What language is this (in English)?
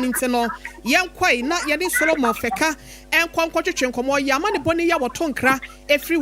Akan